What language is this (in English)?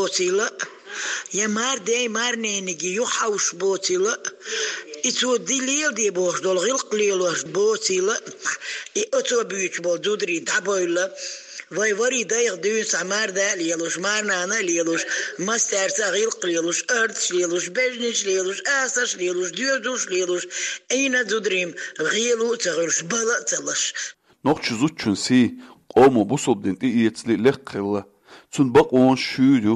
Chechen